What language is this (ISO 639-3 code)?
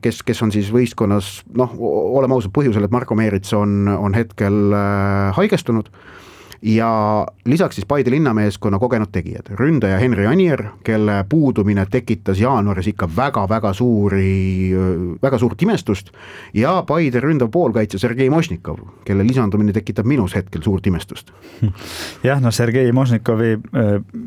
est